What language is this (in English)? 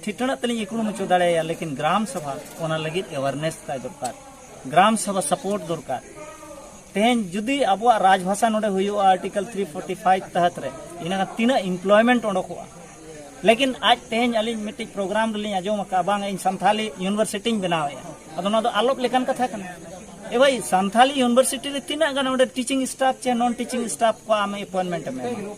Santali